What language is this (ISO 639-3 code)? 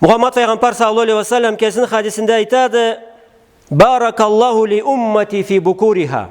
krc